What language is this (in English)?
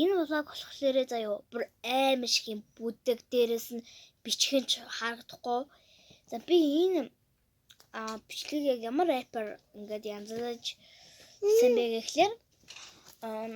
Mongolian